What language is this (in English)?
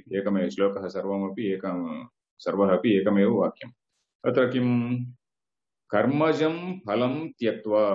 Sanskrit